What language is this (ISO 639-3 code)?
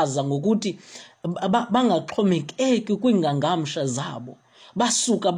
xho